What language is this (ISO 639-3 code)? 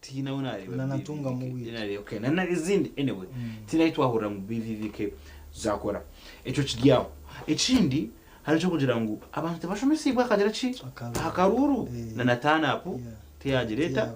nyn